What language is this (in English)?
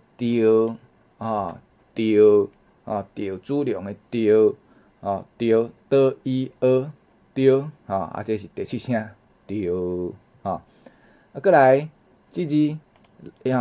Min Nan Chinese